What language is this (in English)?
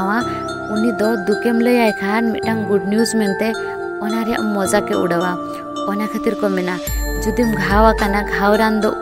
Santali